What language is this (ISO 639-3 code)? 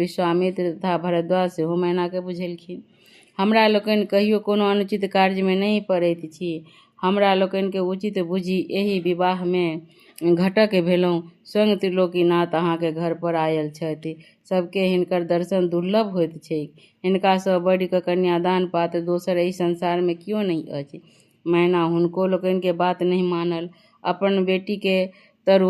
mai